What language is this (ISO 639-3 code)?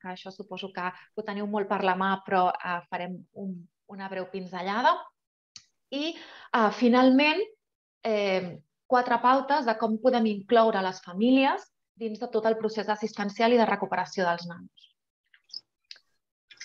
cat